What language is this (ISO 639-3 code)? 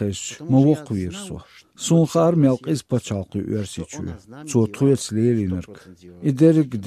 che